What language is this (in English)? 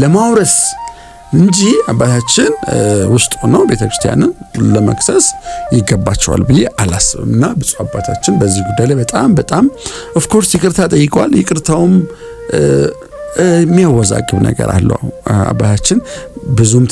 Amharic